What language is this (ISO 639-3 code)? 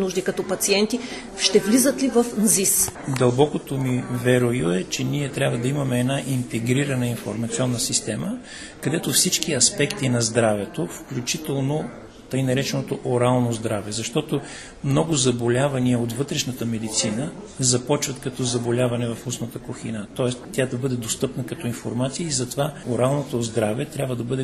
bul